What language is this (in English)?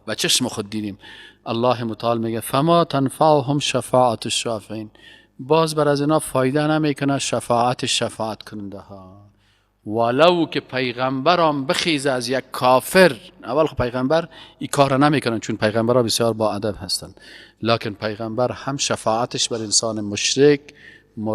Persian